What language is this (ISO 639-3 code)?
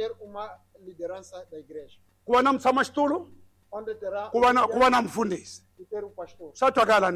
tso